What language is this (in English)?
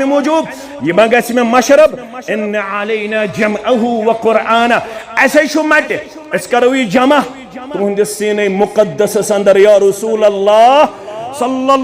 Kashmiri